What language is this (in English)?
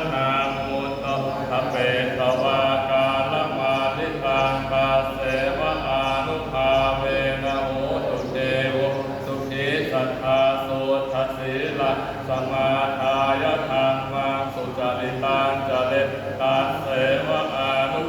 Pali